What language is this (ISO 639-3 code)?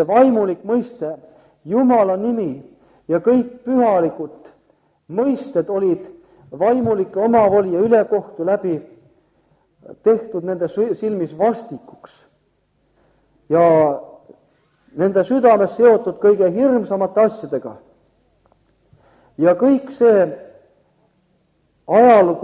est